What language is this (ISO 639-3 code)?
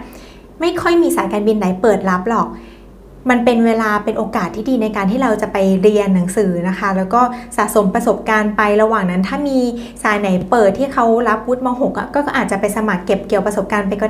tha